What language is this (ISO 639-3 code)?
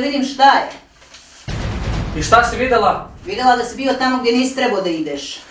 srp